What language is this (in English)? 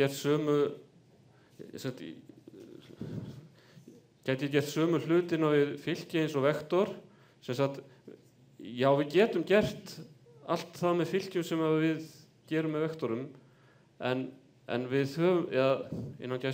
Icelandic